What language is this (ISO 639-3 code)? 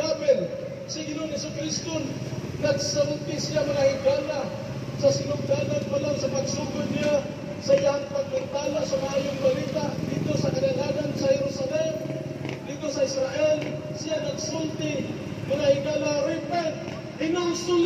ceb